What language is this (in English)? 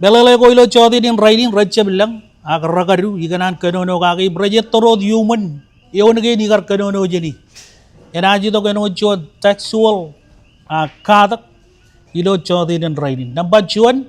Marshallese